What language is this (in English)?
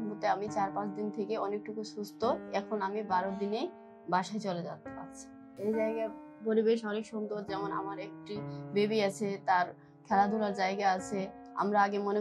Bangla